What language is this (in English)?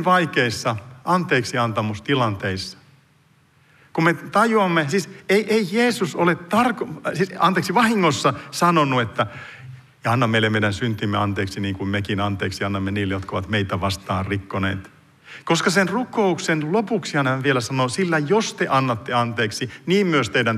Finnish